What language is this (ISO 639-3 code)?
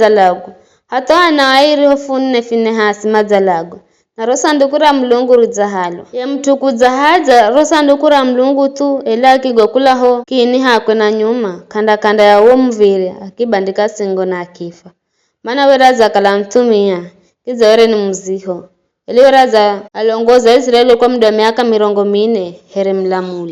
nyf